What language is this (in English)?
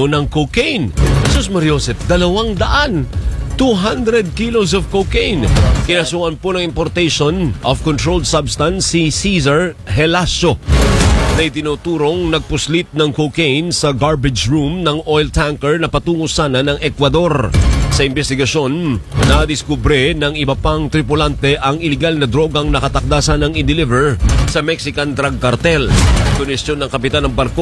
Filipino